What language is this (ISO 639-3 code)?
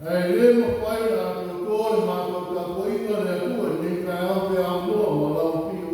smo